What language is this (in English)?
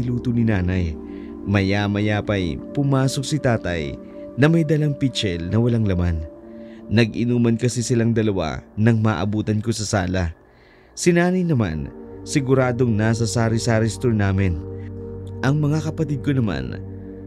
Filipino